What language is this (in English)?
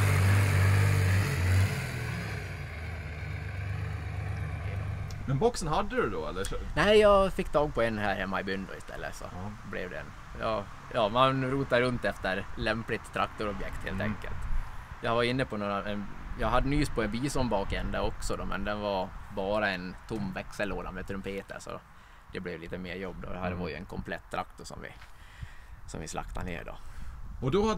Swedish